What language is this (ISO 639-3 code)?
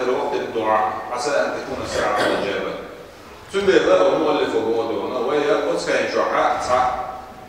che